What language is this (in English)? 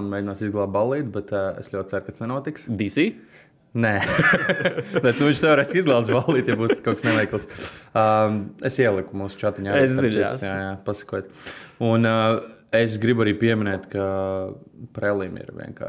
Latvian